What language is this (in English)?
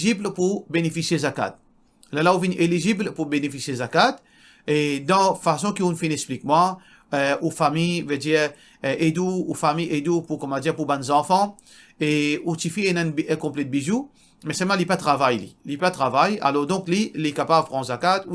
Morisyen